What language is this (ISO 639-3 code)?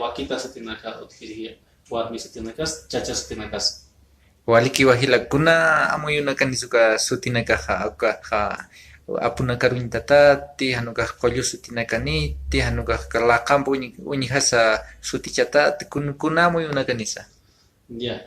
aym